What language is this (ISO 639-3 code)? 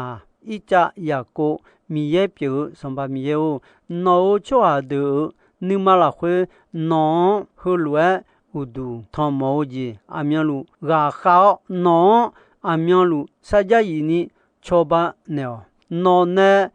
ahk